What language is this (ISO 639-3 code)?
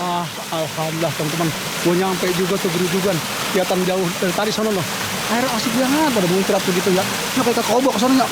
bew